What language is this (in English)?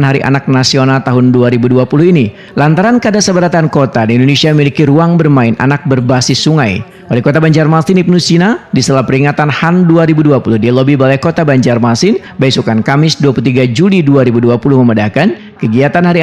Banjar